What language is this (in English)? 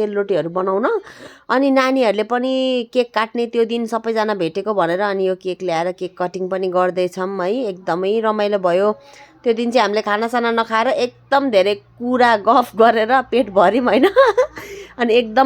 Nepali